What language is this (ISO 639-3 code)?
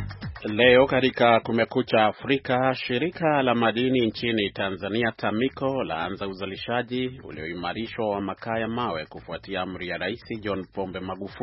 swa